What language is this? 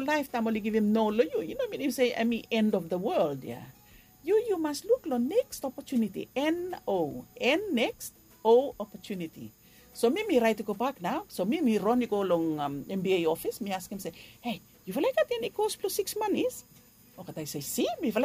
Bislama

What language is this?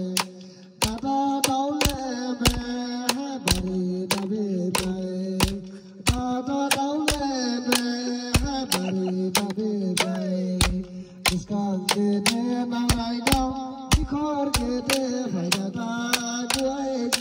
Dimasa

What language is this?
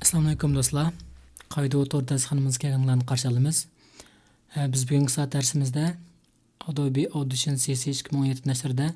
Uyghur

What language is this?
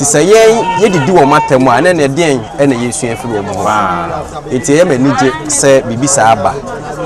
Akan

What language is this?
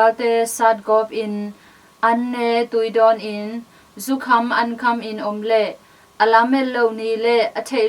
Tedim Chin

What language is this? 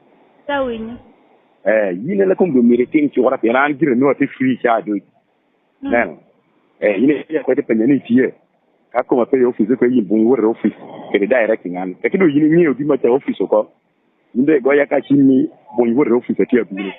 Lango (Uganda)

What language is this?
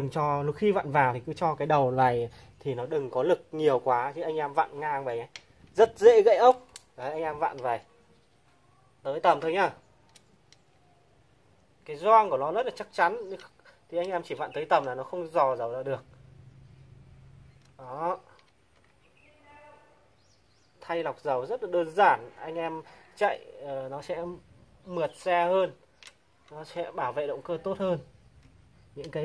Vietnamese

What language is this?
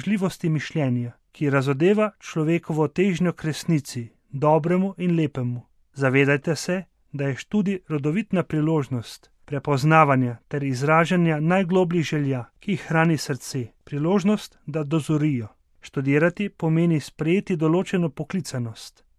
Slovenian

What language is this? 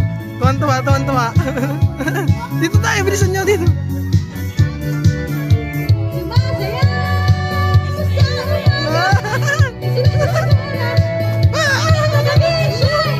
Filipino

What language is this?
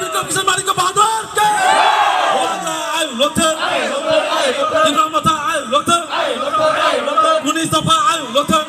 Kok Borok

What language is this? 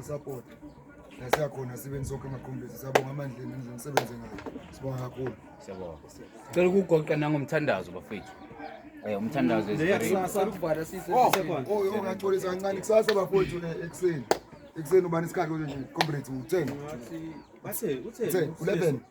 Zulu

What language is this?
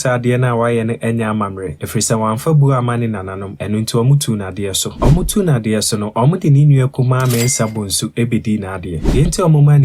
Akan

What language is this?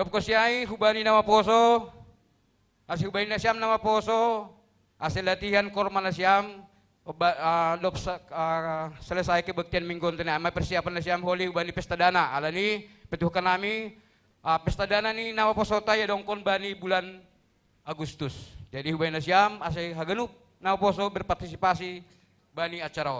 Batak Simalungun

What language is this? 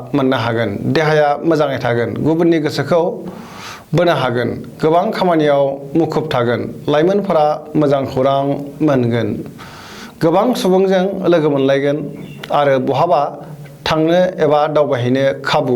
Bodo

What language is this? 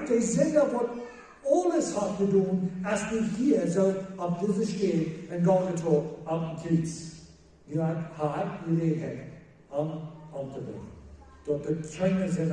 Plautdietsch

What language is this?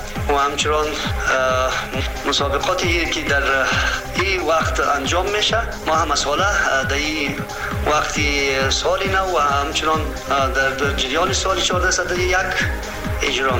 Persian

